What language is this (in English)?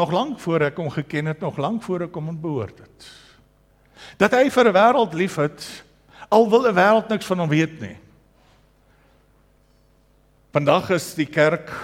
Afrikaans